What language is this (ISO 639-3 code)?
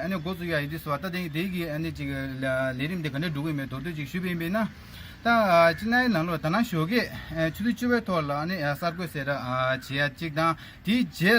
bod